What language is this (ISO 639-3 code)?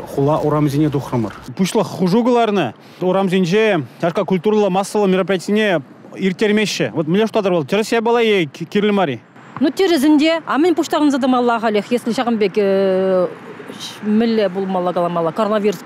chv